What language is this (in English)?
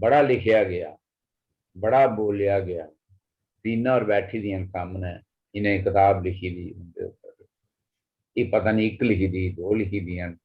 Dogri